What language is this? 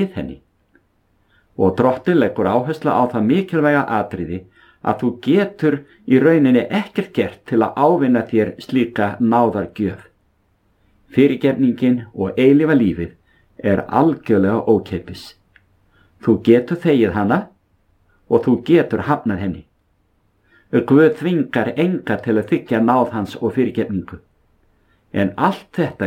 Icelandic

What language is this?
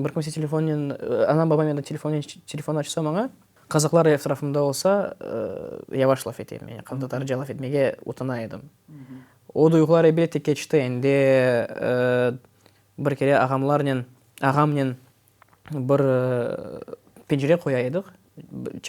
Crimean Tatar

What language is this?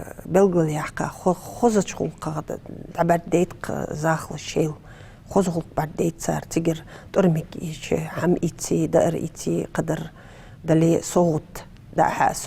Ingush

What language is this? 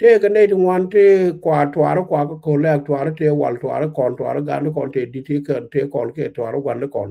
Nuer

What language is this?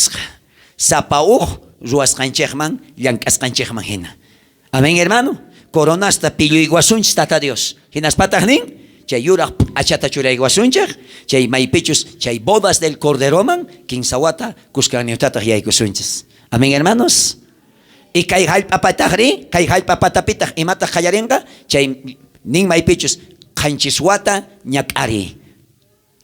South Bolivian Quechua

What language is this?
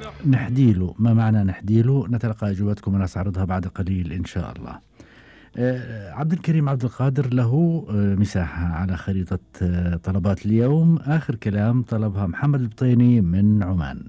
Gulf Arabic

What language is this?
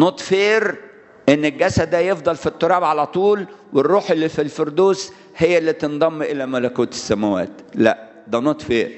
Egyptian Arabic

